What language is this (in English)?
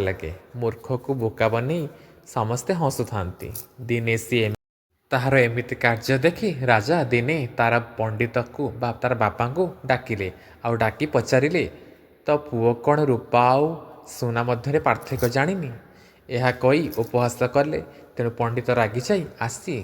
Odia